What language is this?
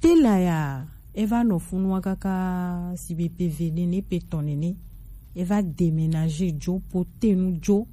Gen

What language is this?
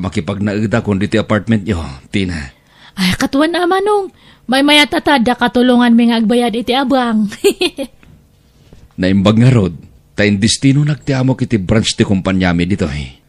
Iloko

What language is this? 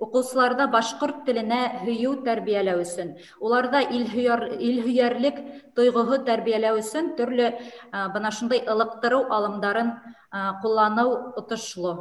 Bashkir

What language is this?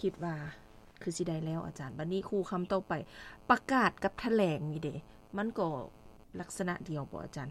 Lao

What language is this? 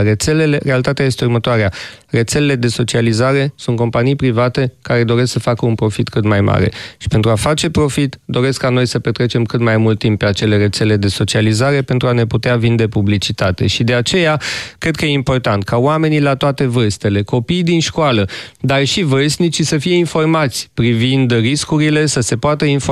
Romanian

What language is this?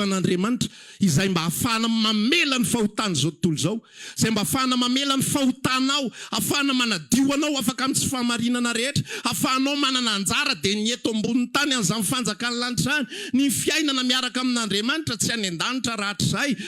Malagasy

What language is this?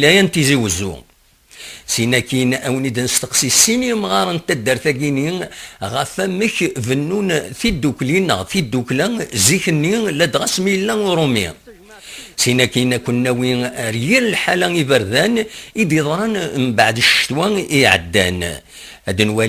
Kabyle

